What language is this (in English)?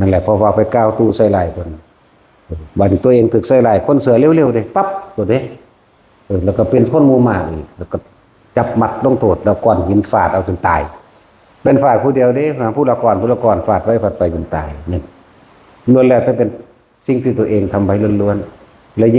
Lao